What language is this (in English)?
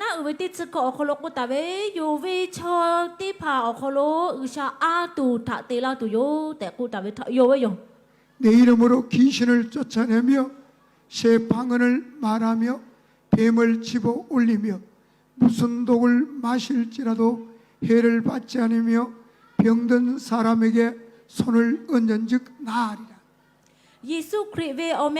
Lahu